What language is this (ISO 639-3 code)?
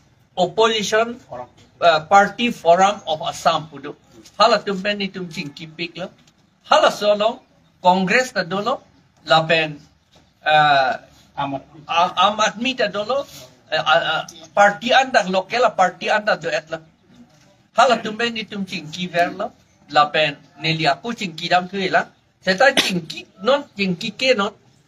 mjw